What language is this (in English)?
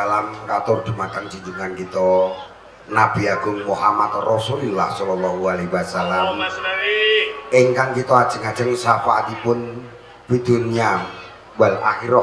Javanese